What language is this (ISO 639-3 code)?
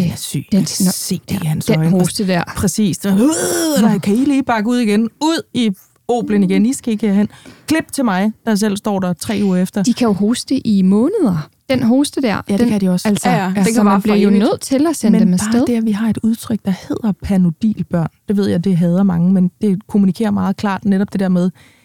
dan